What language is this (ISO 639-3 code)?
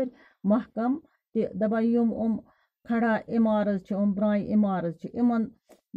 kas